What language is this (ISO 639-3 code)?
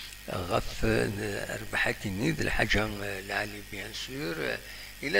kab